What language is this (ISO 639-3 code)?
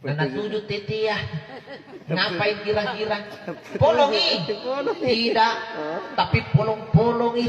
mak